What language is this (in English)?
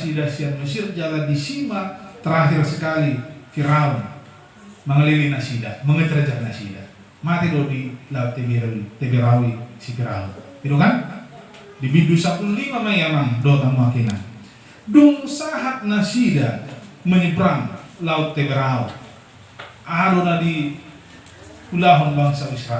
Batak Toba